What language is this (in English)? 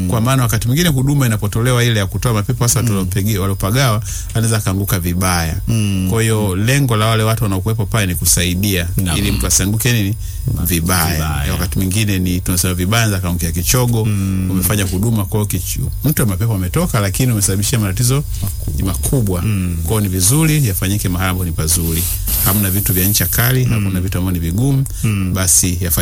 Swahili